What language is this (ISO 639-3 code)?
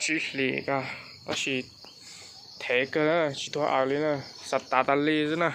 hmn